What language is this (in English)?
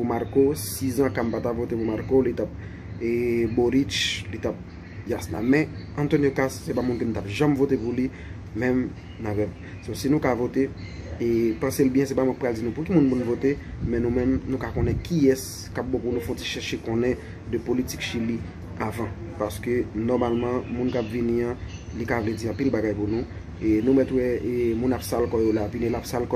Haitian Creole